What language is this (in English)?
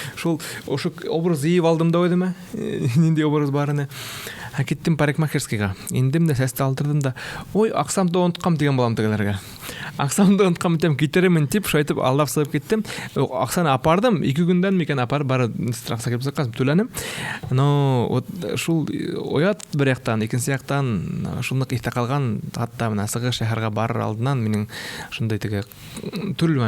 Bashkir